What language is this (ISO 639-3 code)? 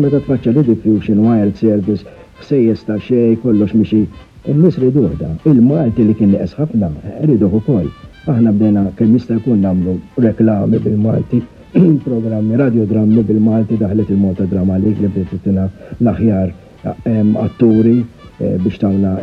mlt